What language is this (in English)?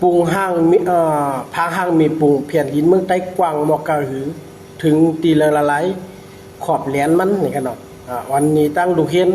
Shan